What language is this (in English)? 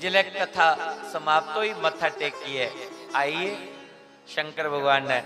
Dogri